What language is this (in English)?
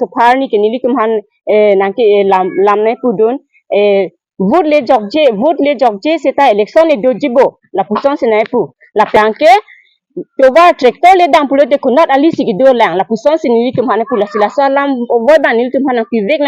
Karbi